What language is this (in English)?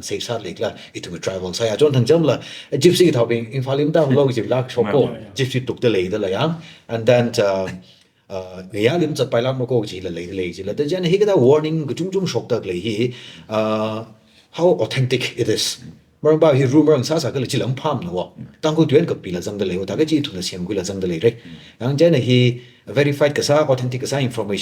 Tangkhul Naga (India)